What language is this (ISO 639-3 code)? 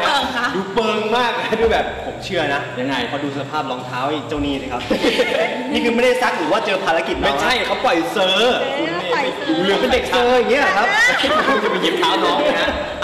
tha